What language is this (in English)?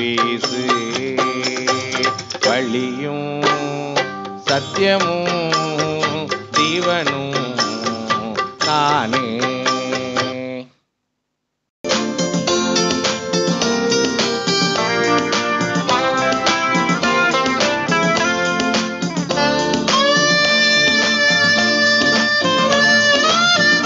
Tamil